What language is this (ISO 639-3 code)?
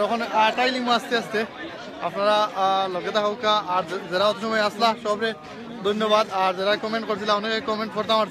syl